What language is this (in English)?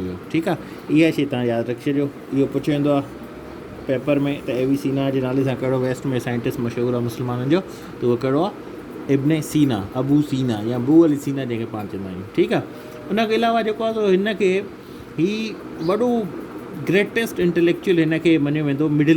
Sindhi